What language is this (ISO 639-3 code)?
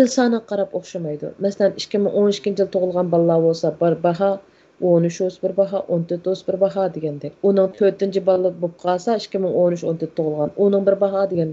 uig